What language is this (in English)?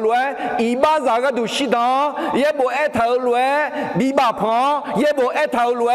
Akha